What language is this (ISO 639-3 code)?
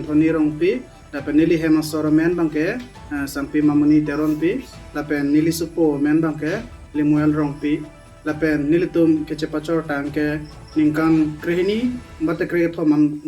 mjw